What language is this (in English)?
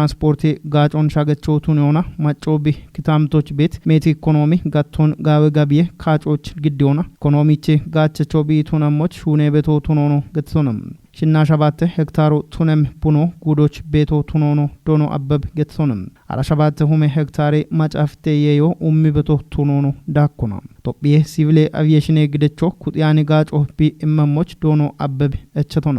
Kafa